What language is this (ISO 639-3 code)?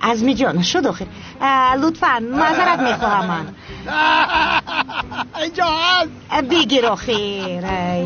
tgk